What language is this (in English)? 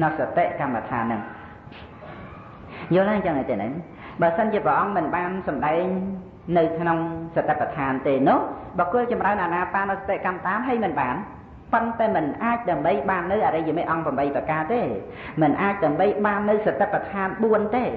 Khmer